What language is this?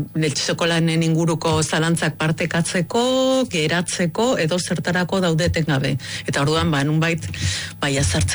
Basque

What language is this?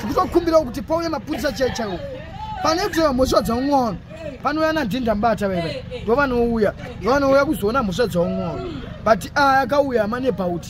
Shona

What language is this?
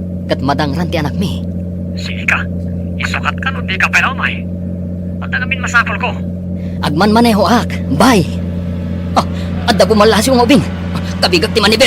Iloko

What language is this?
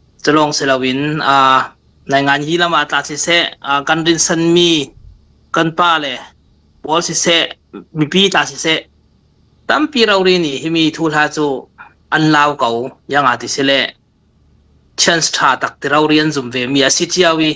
Falam Chin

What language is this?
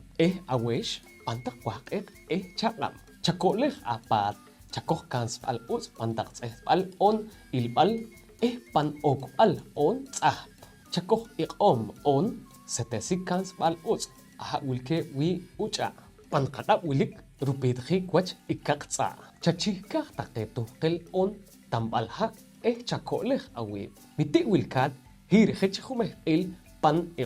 Poqomchi'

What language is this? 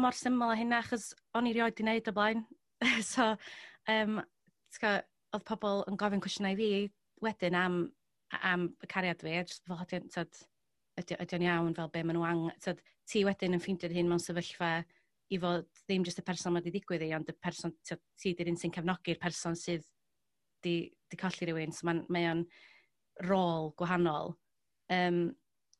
Welsh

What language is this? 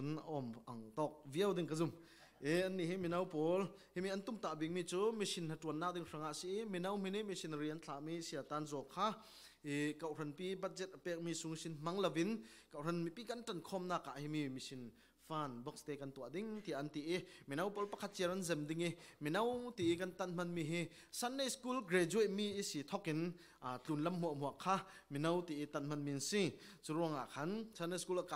Falam Chin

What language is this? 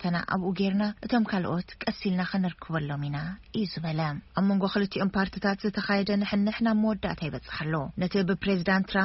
Tigrinya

